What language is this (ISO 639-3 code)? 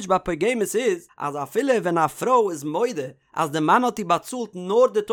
yid